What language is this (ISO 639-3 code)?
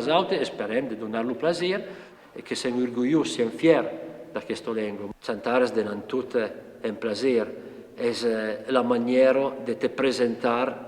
oci